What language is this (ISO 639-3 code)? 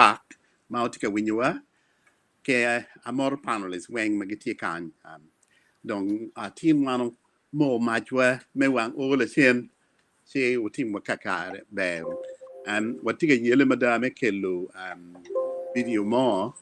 ach